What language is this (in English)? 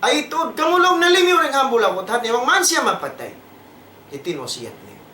Tausug